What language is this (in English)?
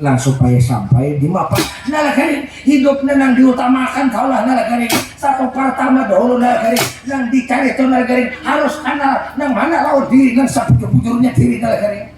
Banjar